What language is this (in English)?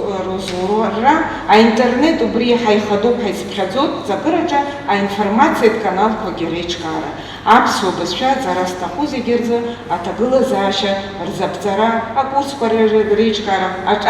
Abkhazian